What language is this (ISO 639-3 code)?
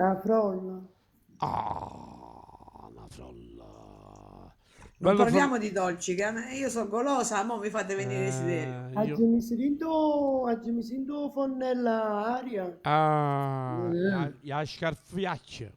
nap